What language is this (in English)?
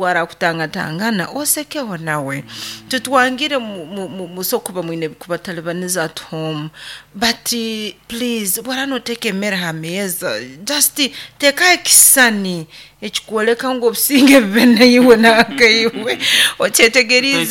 Nyoro